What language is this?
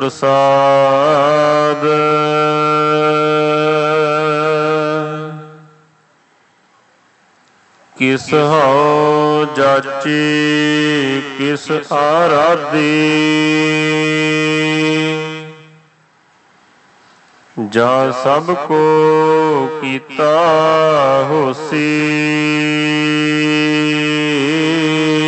Punjabi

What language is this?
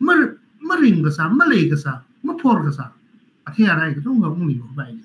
Tangkhul Naga (India)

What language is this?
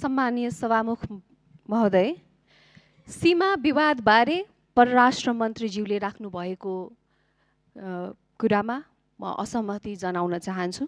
Nepali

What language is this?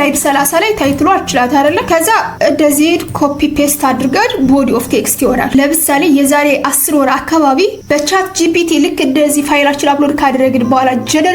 Amharic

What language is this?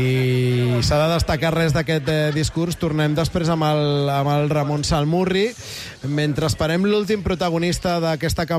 Catalan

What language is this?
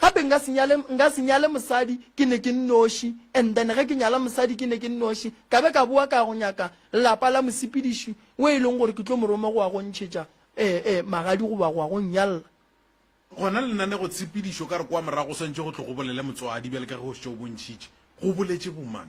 Northern Sotho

